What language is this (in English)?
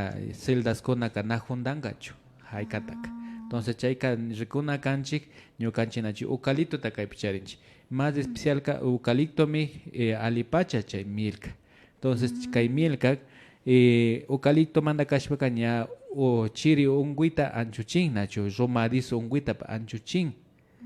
Imbabura Highland Quichua